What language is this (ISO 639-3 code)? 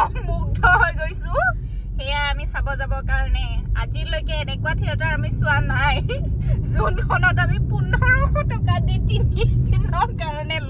asm